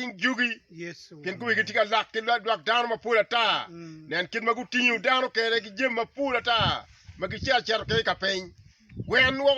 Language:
Acoli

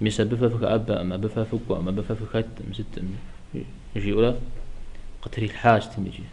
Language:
Kabardian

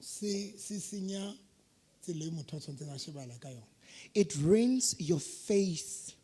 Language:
Southern Sotho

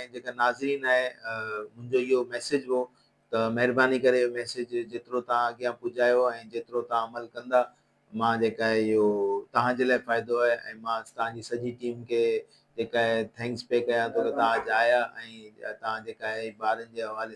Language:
Sindhi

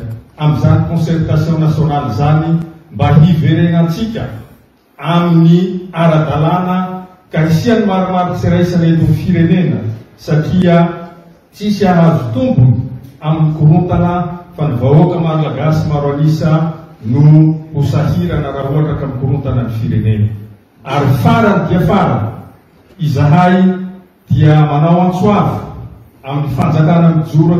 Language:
Malagasy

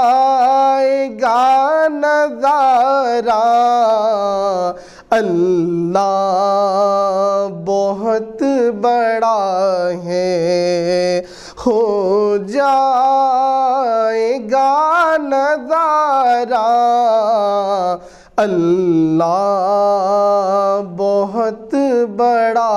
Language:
Urdu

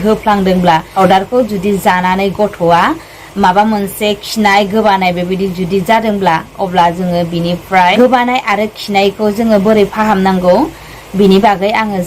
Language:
Bodo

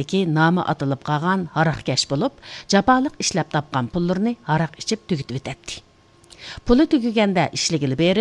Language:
Uyghur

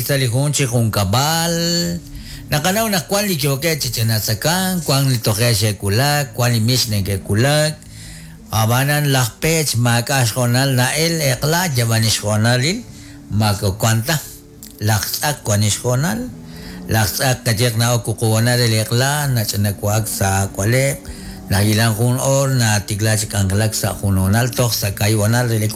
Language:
Kekchí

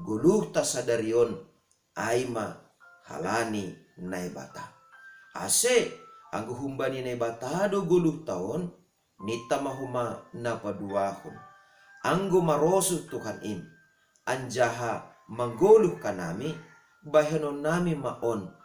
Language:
Batak Simalungun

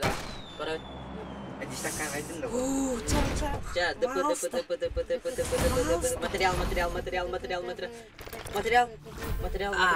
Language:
Yakut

